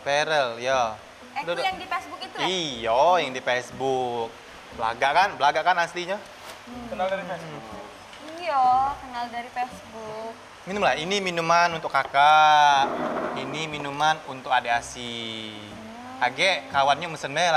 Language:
Musi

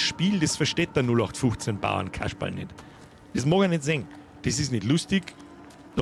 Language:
Bavarian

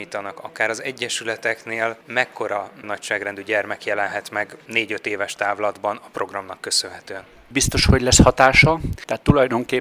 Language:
Hungarian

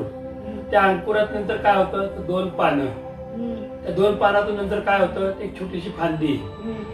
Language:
Marathi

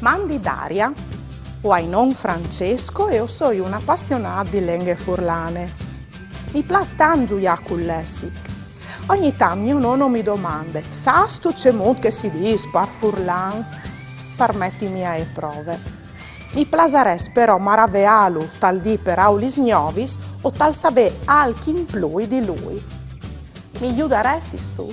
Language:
Friulian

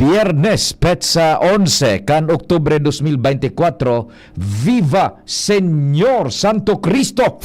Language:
Bikol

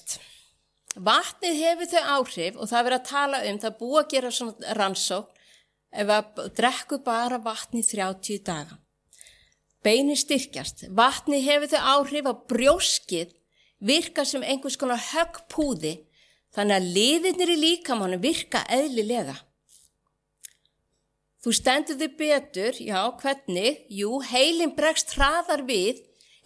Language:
Icelandic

